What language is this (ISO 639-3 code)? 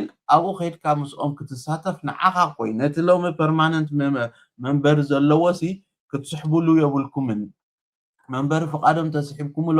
tir